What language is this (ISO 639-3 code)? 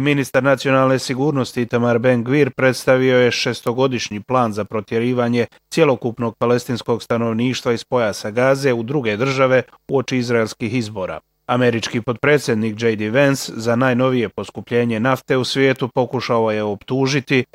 bos